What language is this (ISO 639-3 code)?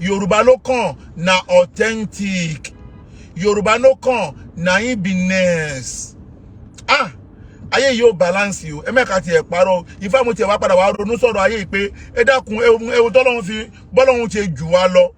yor